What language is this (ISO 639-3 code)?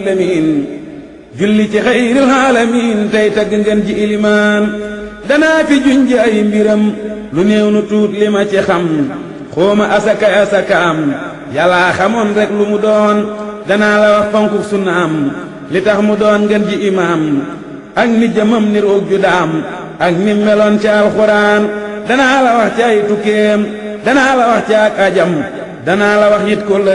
wol